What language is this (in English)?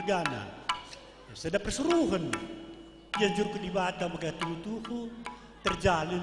Batak Karo